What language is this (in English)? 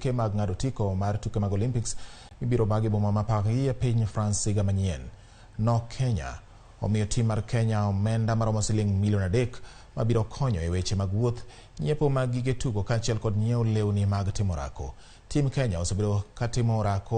Luo (Kenya and Tanzania)